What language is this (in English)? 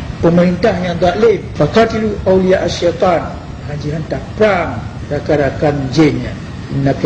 Achinese